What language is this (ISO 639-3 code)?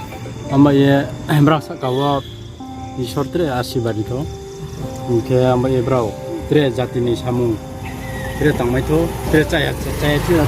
ria